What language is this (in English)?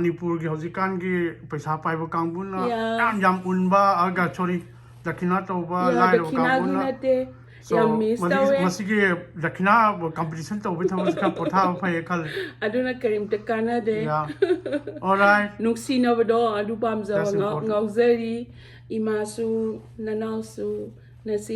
Manipuri